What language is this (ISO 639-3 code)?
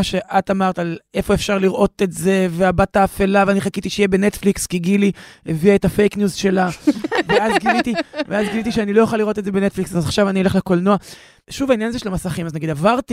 heb